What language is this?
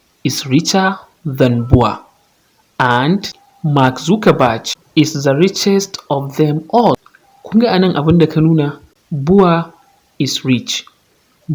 Hausa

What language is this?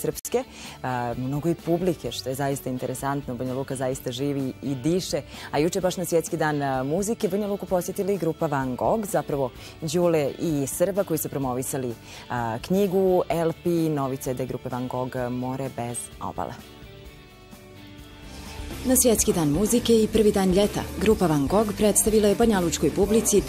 Serbian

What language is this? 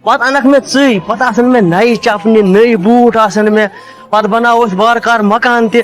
Kashmiri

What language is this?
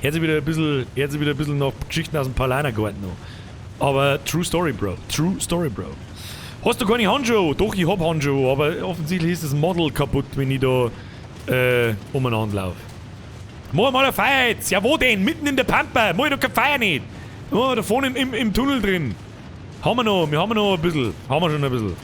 Bavarian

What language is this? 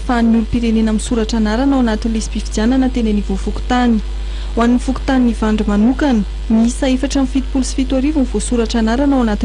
Malagasy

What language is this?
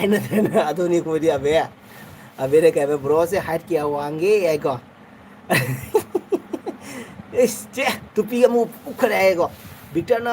Manipuri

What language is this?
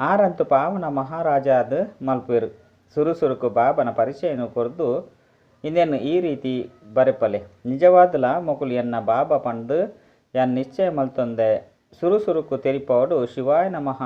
Tulu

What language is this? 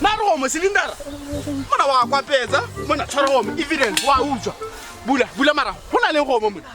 Tswana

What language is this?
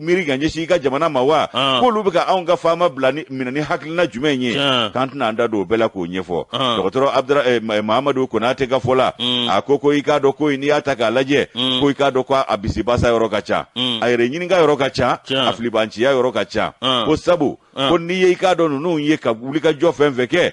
Bambara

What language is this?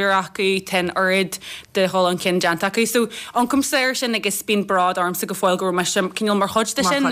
Irish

